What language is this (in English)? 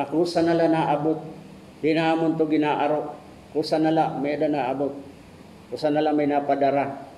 Waray